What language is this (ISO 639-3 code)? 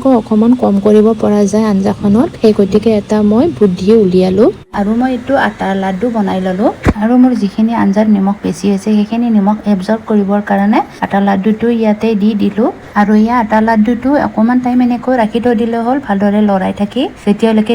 asm